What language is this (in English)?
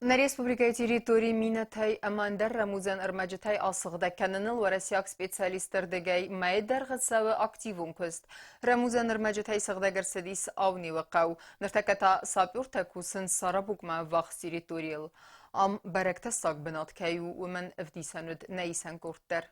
Ossetic